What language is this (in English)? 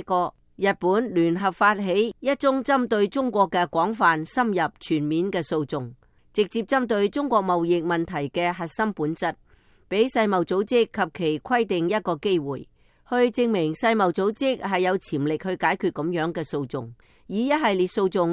Cantonese